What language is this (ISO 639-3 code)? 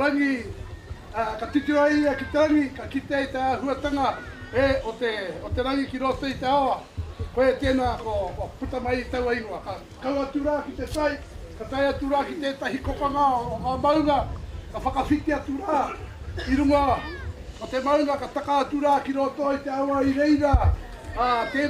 mri